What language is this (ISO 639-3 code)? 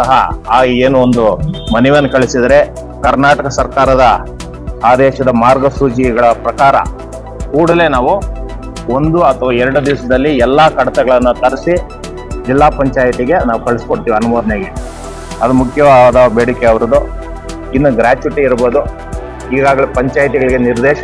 kan